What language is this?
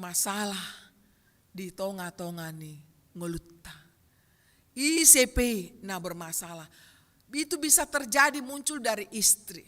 Batak Toba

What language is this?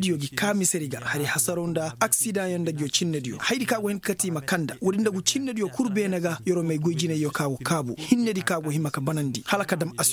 Koyraboro Senni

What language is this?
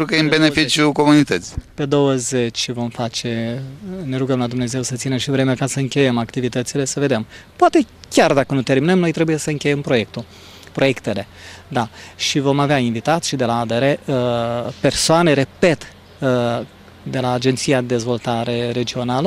Romanian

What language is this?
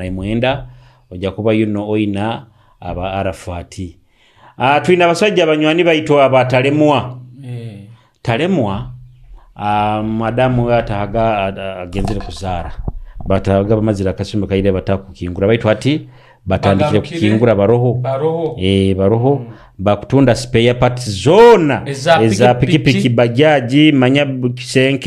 Nyoro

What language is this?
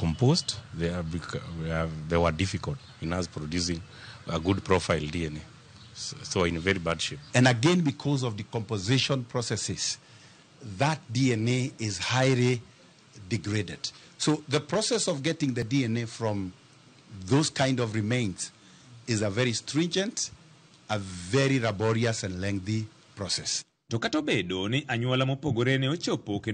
Luo (Kenya and Tanzania)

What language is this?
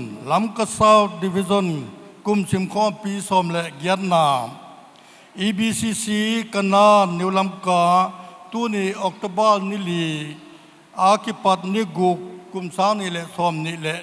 Paite Chin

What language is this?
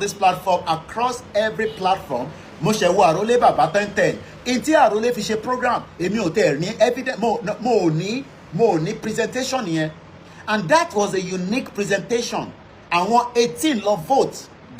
Yoruba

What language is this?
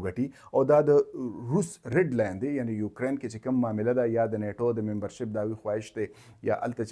Pashto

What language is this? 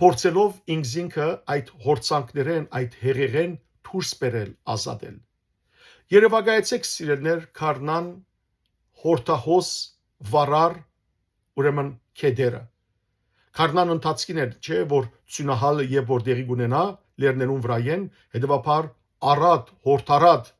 Western Armenian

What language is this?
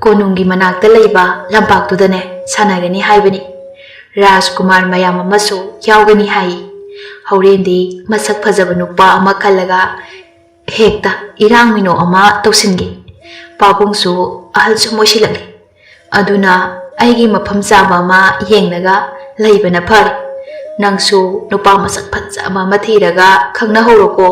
Manipuri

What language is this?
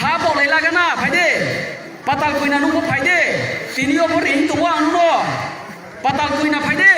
Riang (India)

